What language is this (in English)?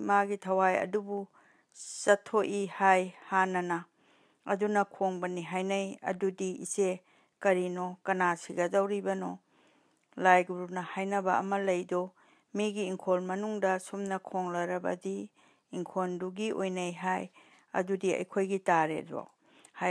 Manipuri